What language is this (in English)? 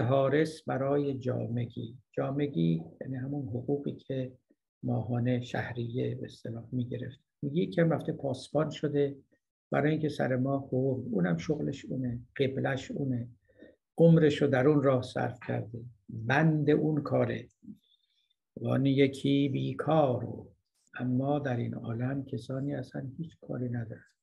Persian